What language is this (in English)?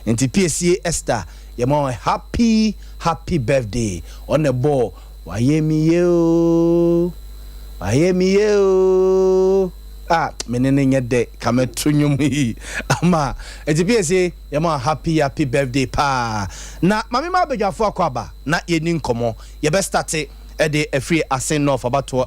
Akan